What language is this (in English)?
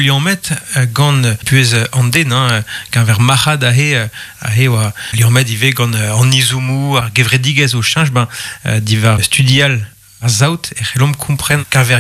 Breton